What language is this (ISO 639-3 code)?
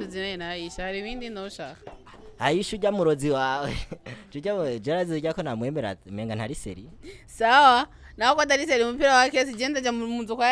run